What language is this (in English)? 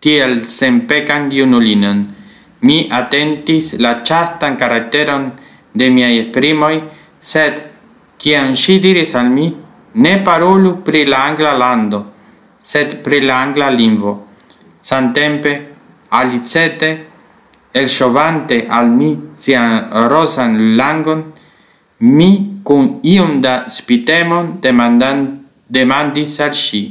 Esperanto